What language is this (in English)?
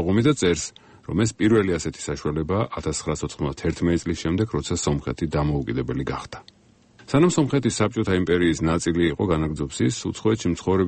Georgian